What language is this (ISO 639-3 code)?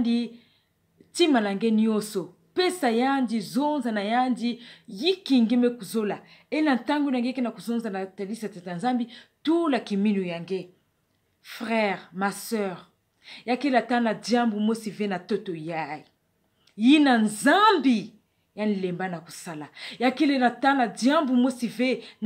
ktu